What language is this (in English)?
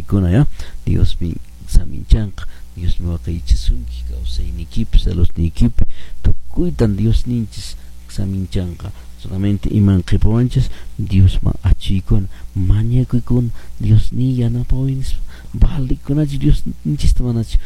Quechua